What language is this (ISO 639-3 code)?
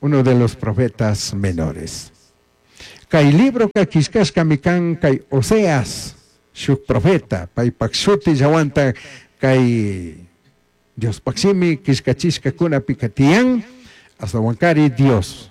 qug